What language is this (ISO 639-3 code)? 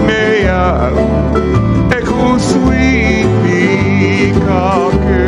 haw